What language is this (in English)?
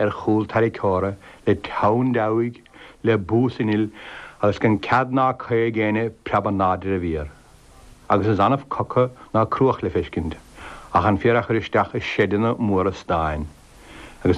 Irish